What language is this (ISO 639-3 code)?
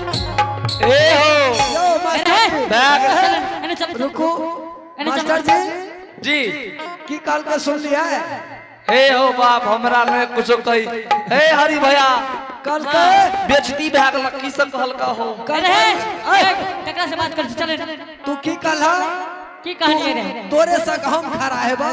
anp